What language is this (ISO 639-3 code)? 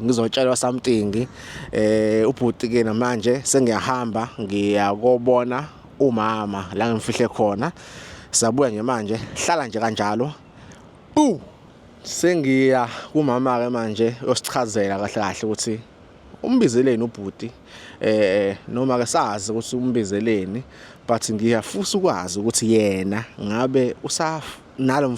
zul